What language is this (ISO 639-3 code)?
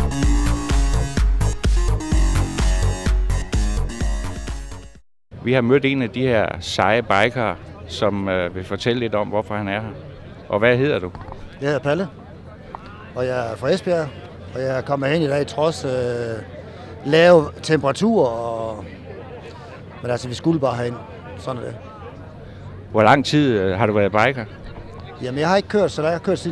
dan